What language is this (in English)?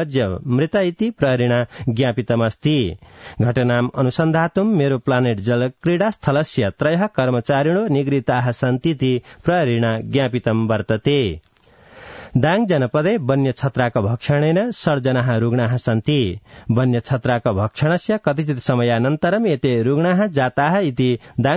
Sanskrit